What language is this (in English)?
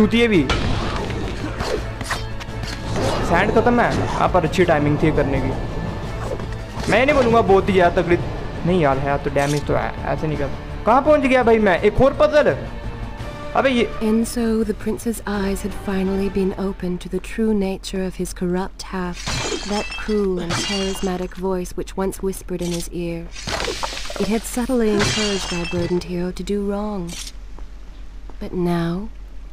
Hindi